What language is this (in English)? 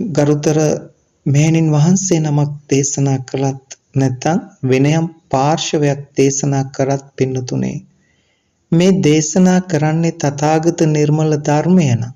Sinhala